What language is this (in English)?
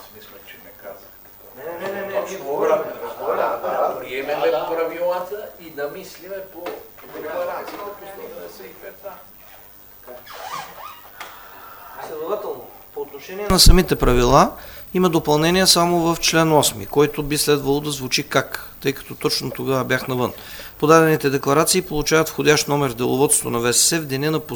Bulgarian